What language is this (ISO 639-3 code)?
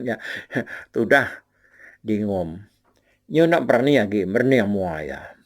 iba